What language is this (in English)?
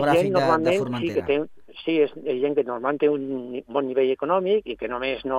Catalan